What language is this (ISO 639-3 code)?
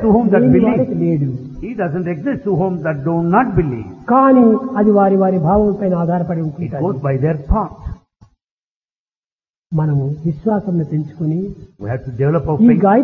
tel